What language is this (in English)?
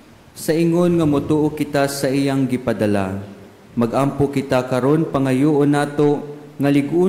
Cebuano